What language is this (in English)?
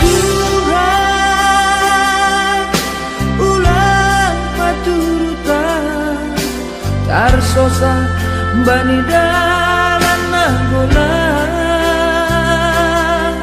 Batak Simalungun